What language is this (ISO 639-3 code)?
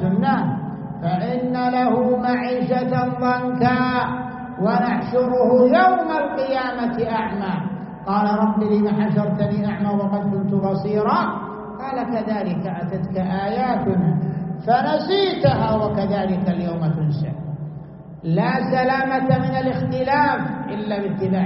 ara